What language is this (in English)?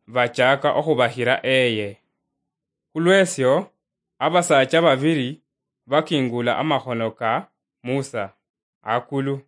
Luyia